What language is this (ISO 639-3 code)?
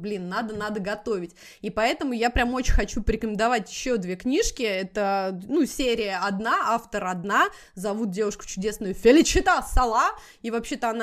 rus